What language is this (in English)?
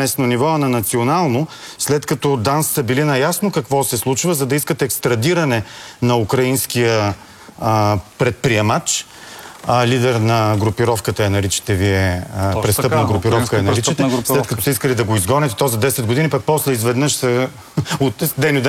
Bulgarian